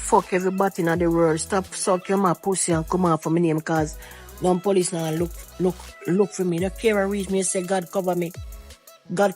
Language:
Jamaican Creole English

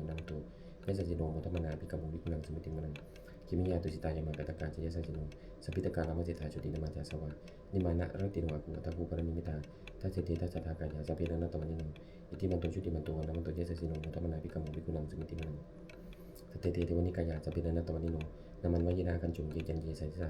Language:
Pali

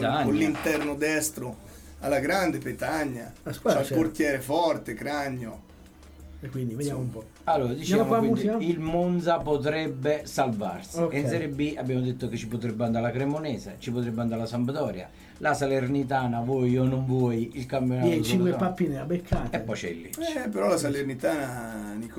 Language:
Italian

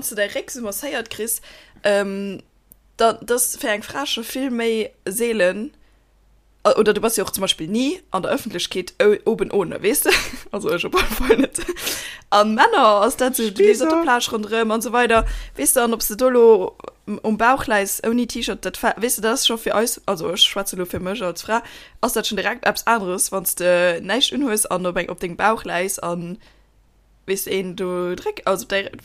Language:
Luxembourgish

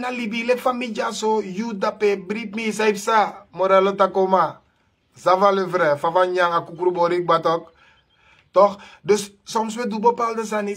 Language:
Sranan Tongo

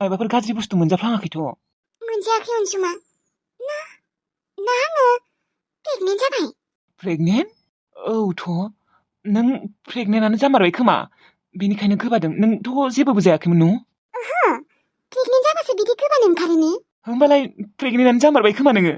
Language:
Bodo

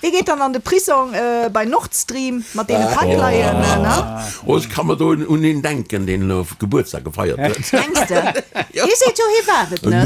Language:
Luxembourgish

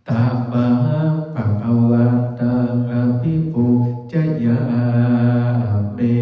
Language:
Pali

